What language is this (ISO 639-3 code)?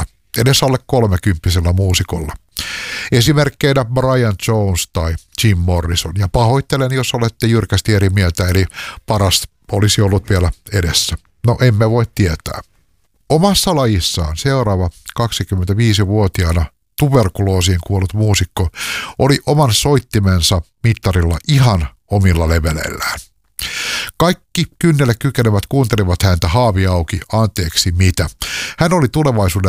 fin